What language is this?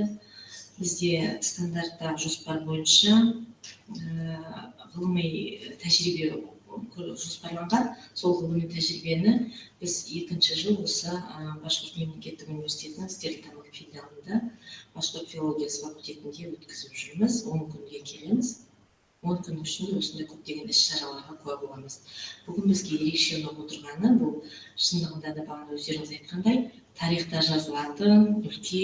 Bashkir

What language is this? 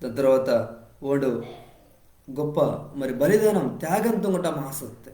Koya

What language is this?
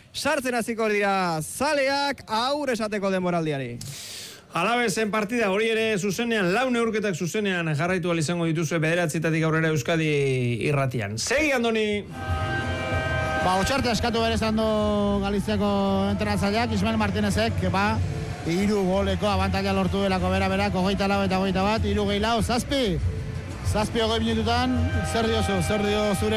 Basque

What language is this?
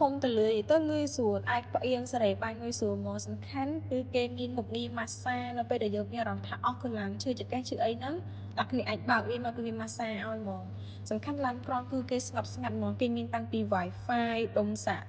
Khmer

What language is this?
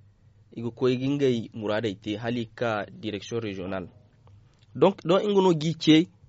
Zarma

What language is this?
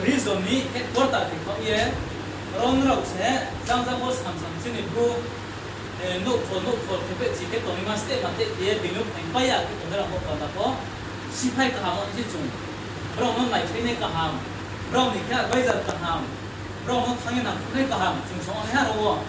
Riang (India)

